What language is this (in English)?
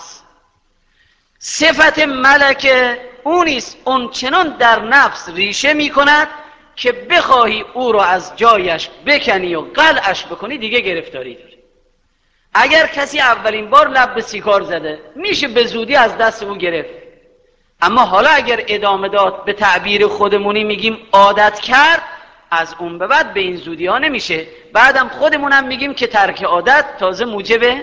Persian